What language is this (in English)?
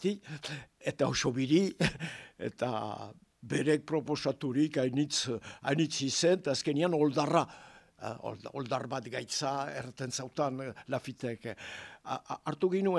Basque